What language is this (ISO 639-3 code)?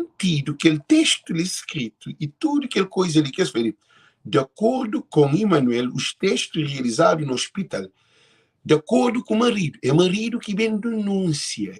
kea